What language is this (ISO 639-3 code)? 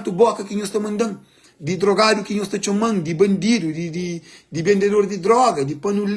kea